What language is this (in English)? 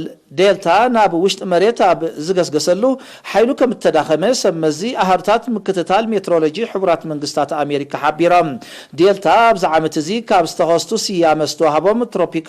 Tigrinya